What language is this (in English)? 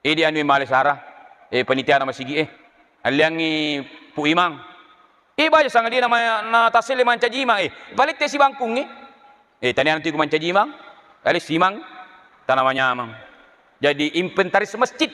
Buginese